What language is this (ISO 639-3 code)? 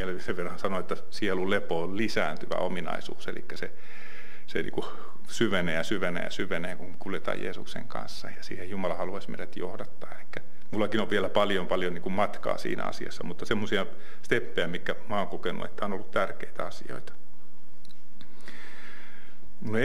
fin